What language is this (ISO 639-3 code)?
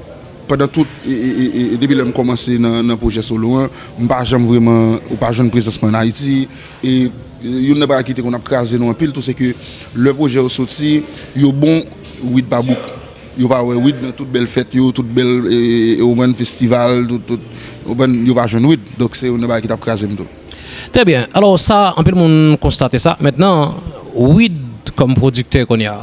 hat